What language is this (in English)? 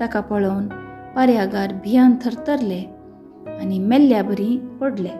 Konkani